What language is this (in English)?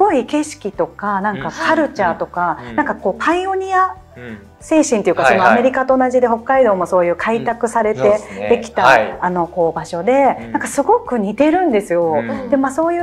Japanese